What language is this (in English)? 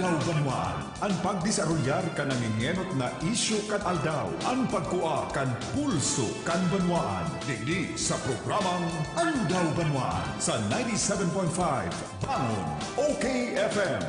Bikol